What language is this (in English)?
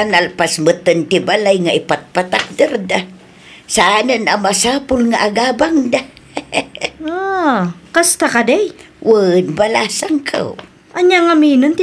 Iloko